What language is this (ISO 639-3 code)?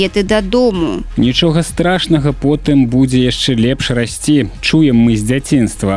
bel